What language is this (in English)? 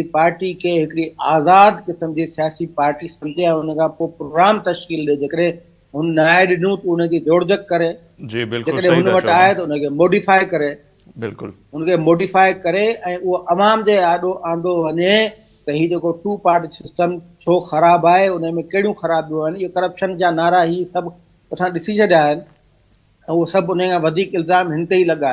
Sindhi